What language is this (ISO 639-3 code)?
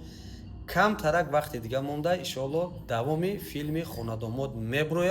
tgk